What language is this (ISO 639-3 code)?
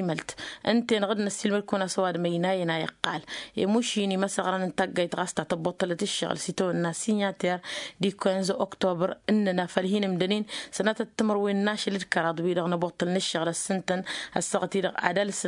taq